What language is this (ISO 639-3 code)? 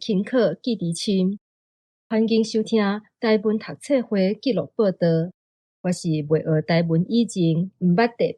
nan